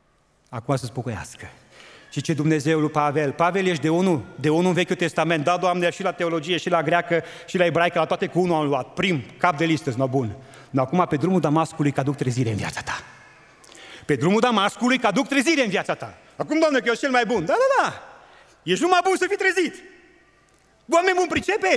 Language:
Romanian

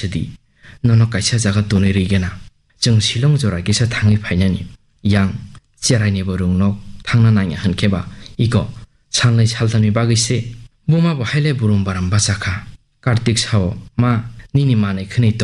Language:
Kok Borok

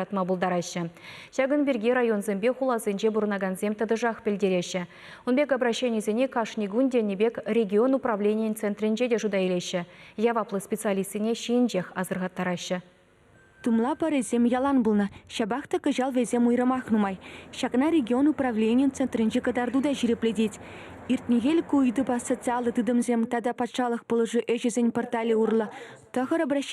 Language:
Chuvash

